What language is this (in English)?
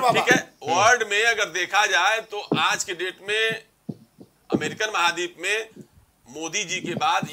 Hindi